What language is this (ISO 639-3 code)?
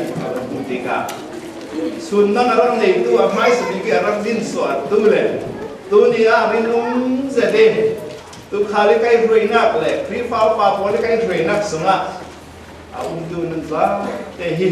cfm